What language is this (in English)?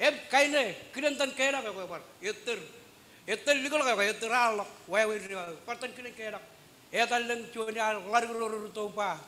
Marshallese